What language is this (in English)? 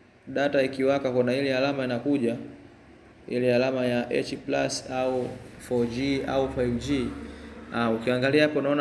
Swahili